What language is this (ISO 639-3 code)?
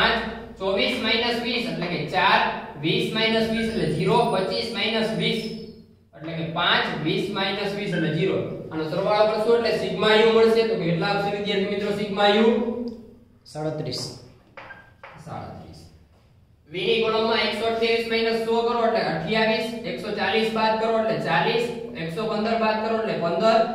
guj